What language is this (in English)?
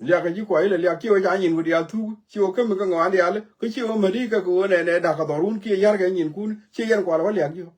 Nuer